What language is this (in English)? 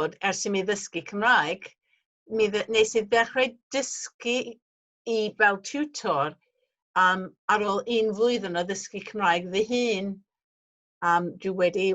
Welsh